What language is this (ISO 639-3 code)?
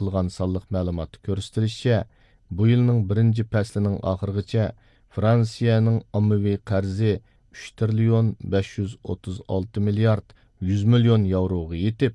uig